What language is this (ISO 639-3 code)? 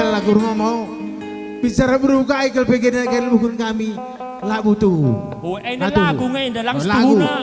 btx